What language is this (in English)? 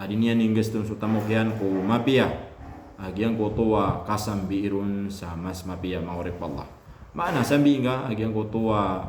Maranao